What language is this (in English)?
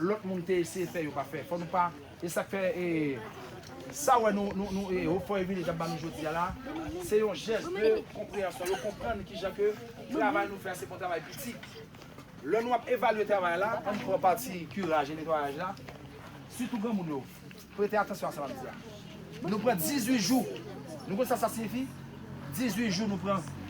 Haitian Creole